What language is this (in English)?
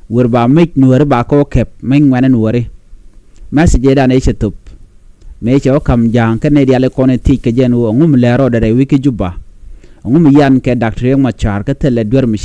Nuer